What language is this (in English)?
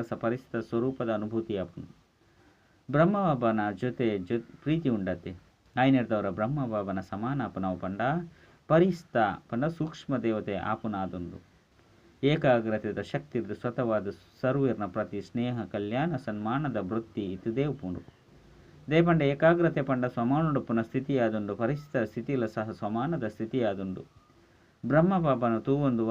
Tulu